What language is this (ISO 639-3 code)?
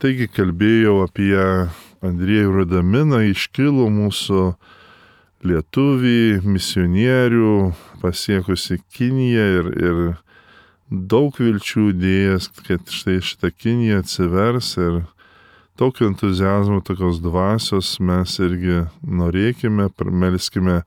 lit